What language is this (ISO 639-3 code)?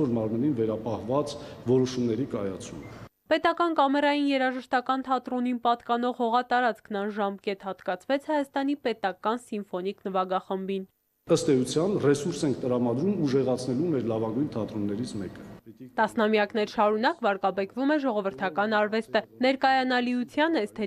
hye